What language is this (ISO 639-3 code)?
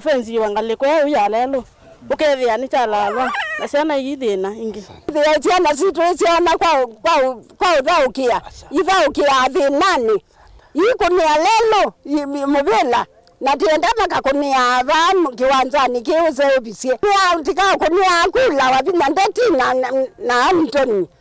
kam